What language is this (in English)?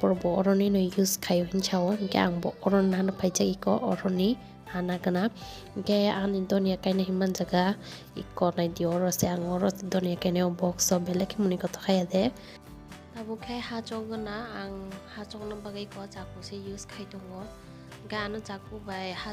Kok Borok